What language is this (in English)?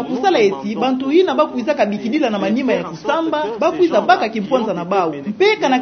Kituba (Democratic Republic of Congo)